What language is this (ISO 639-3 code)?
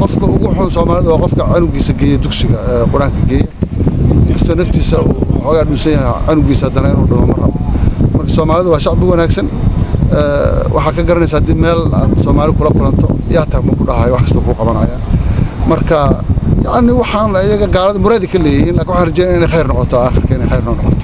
som